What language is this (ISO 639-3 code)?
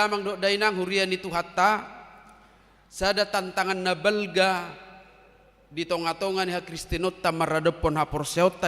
bbc